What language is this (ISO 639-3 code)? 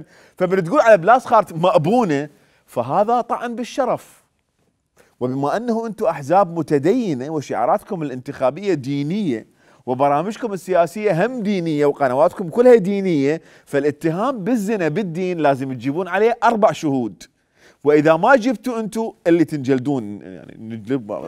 acm